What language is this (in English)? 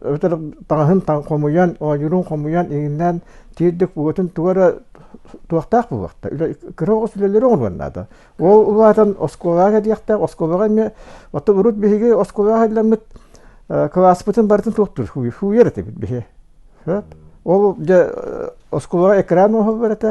Yakut